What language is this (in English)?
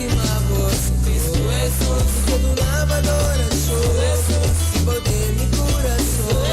Papiamento